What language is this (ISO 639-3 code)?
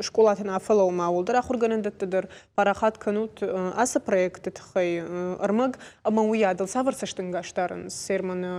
oss